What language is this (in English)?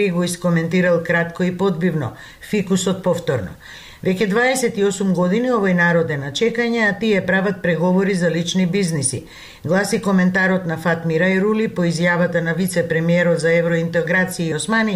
Macedonian